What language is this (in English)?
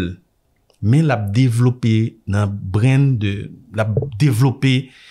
Haitian Creole